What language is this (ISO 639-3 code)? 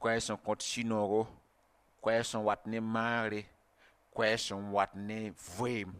mos